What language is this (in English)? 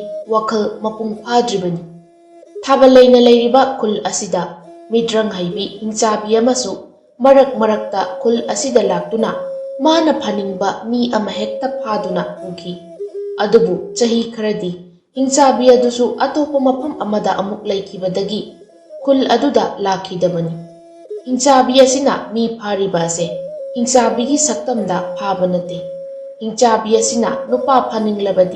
Manipuri